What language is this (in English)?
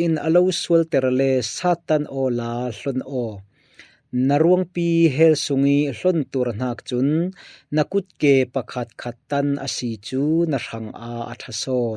Falam Chin